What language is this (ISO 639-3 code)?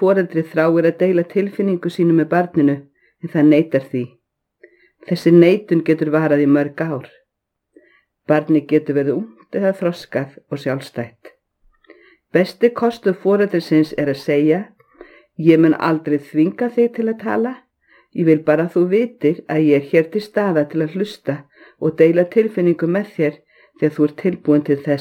isl